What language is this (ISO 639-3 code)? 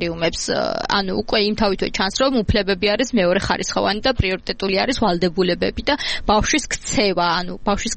kat